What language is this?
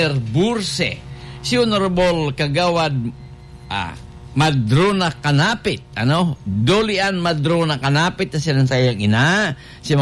Bikol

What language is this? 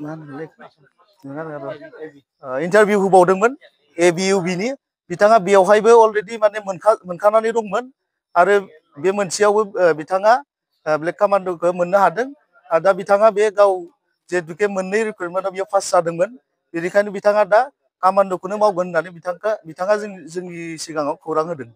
Bodo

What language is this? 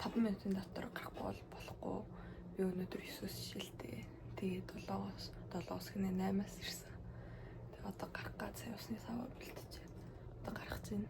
Mongolian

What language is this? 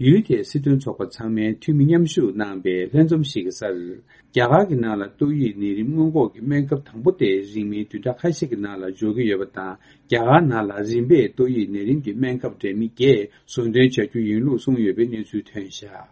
Tibetan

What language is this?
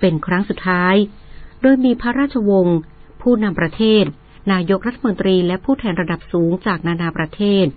Thai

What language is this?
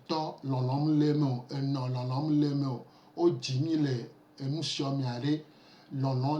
Gen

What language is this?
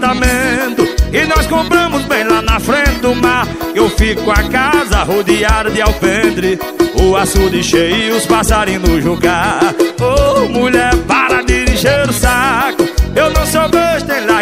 Portuguese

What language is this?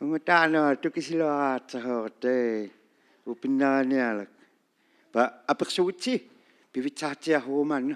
Inuktitut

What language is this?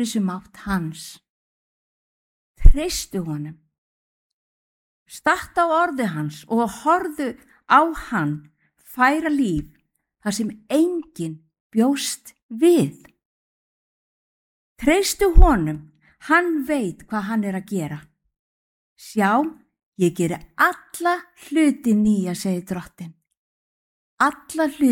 Icelandic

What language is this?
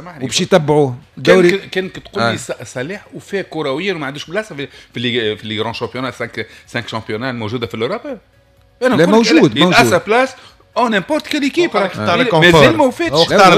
Tunisian Arabic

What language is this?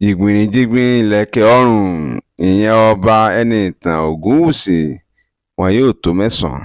Yoruba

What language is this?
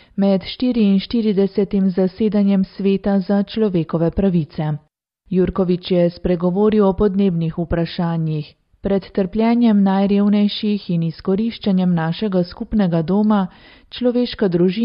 Slovenian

